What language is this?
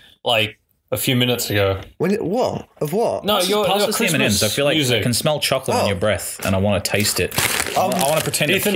English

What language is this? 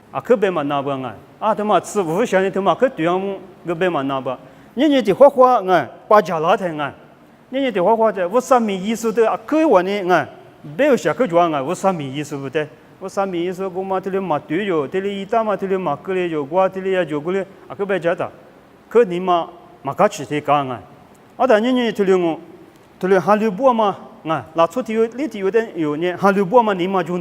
Lisu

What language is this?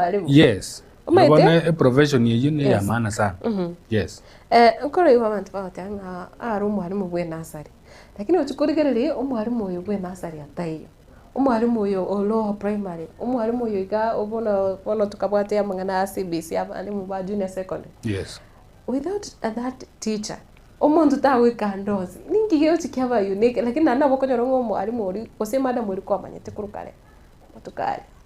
Gusii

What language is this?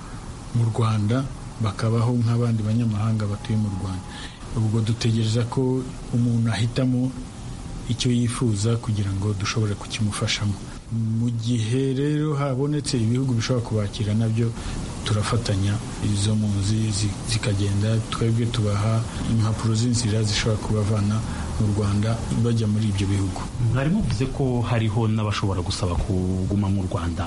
Kinyarwanda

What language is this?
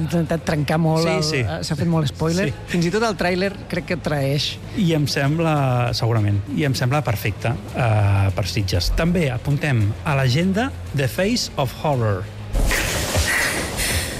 Catalan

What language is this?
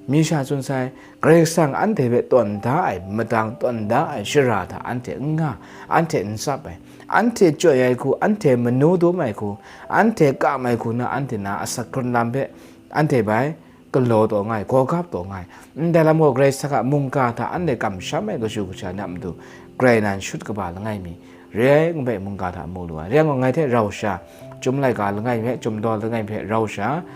Kachin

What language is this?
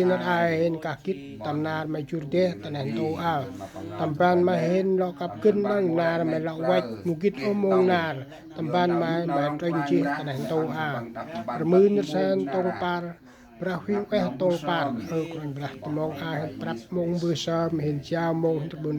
Central Mnong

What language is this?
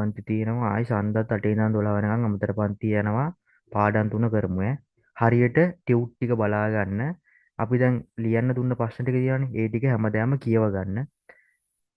Sinhala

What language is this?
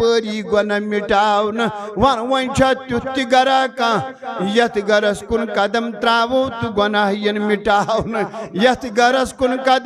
Kashmiri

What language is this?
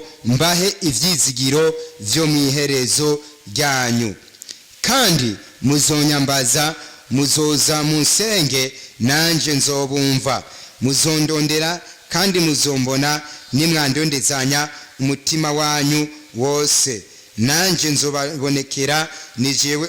Rundi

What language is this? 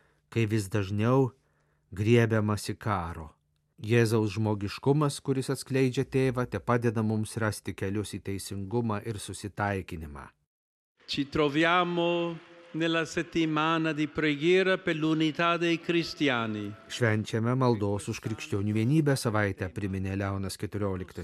Lithuanian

